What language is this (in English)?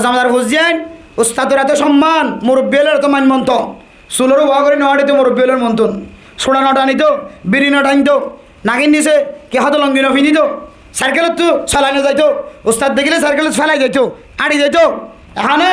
Rohingya